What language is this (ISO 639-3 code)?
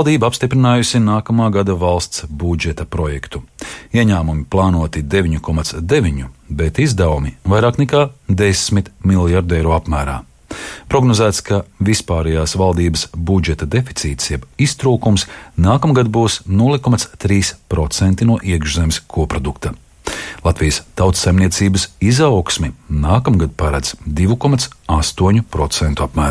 lav